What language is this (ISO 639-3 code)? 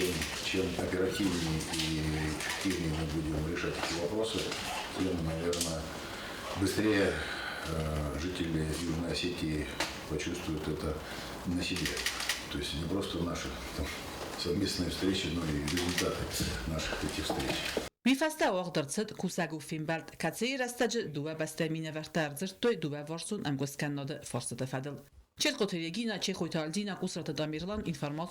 oss